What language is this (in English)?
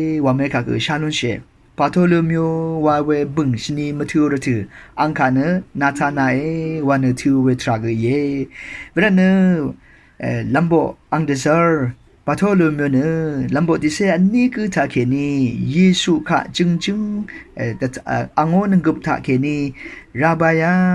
Rawang